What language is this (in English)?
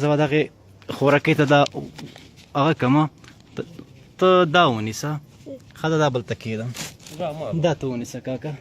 Pashto